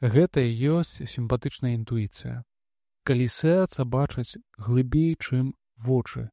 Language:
Belarusian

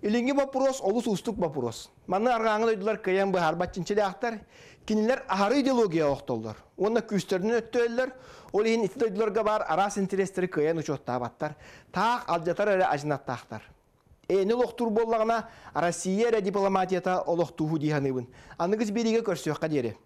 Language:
Yakut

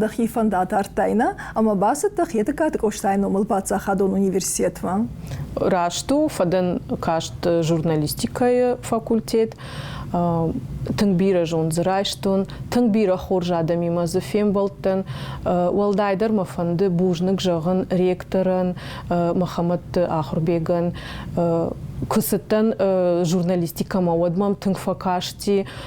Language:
Ossetic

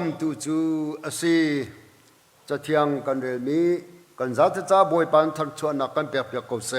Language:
Hakha Chin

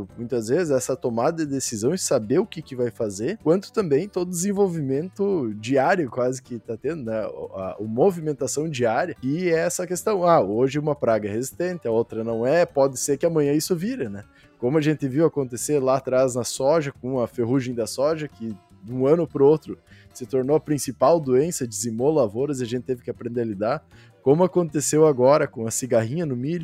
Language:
Portuguese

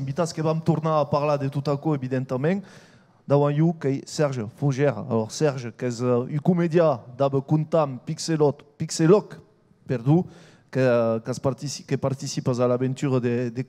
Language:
Occitan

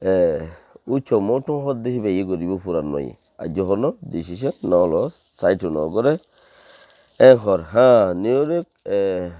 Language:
Rohingya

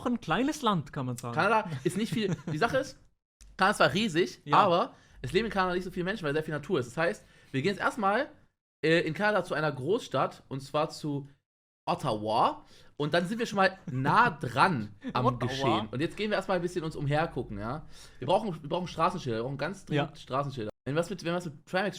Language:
Swiss German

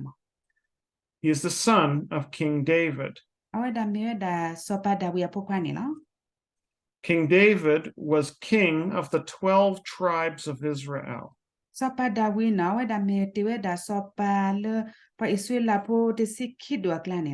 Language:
S'gaw Karen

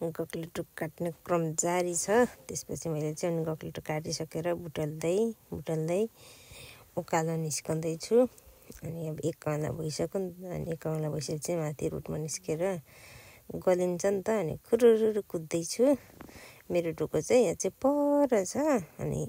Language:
Nepali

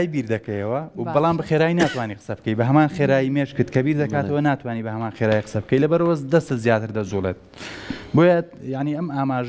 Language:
Central Kurdish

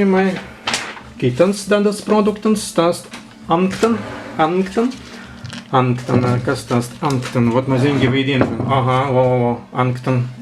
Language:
Prussian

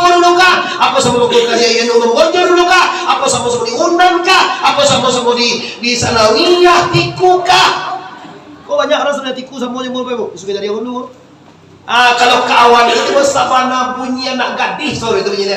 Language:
Minangkabau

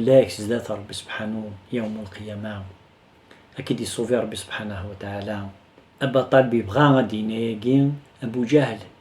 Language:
Kabyle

